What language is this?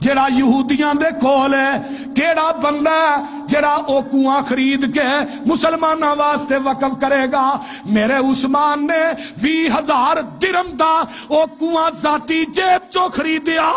Western Panjabi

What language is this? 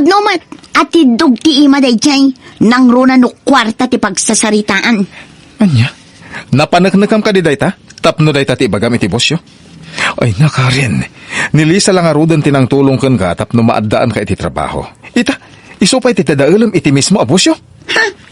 Iloko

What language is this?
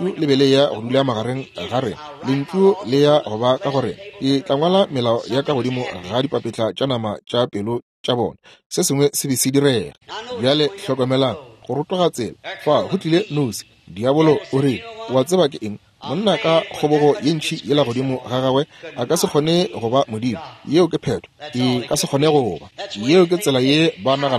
Northern Sotho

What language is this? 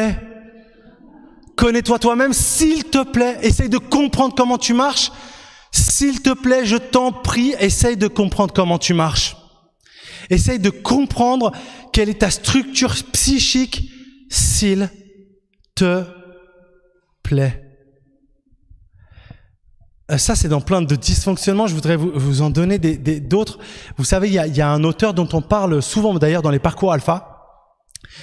French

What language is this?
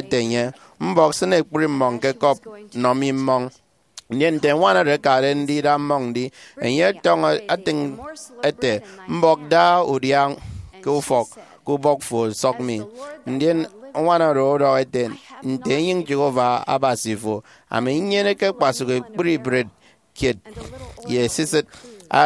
Efik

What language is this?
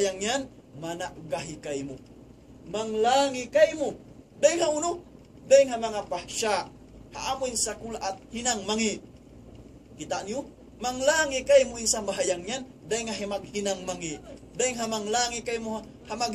Tausug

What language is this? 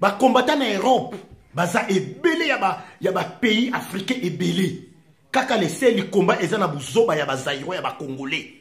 Lingala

